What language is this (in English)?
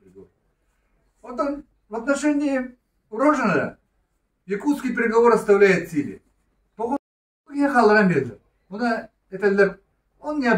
Yakut